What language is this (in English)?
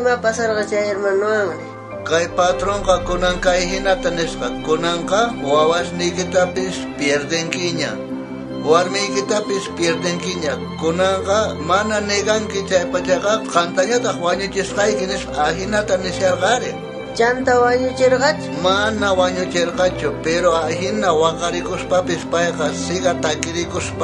South Bolivian Quechua